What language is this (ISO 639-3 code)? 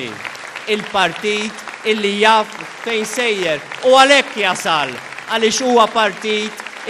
mlt